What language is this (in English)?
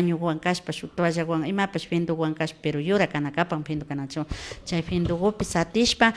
Imbabura Highland Quichua